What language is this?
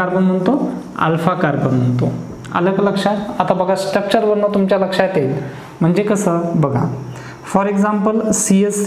Marathi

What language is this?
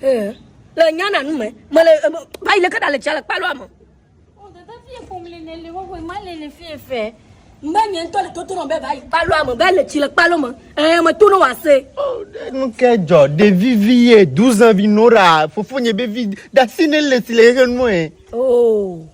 Ewe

